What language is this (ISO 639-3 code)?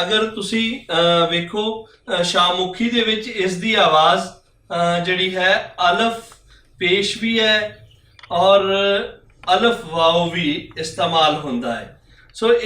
lah